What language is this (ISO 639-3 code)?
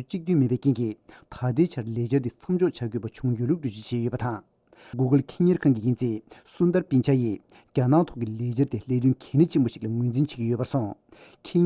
bod